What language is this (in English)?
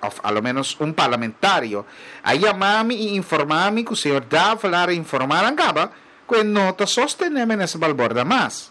Papiamento